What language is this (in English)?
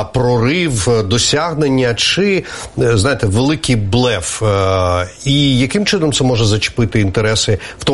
Ukrainian